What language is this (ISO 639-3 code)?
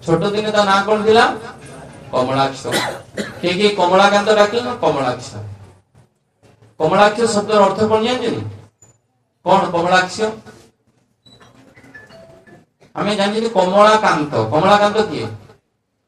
ori